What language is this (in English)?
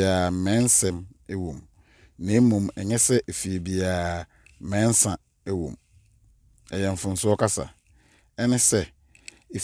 Akan